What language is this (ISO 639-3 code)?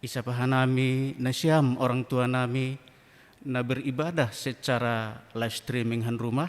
bts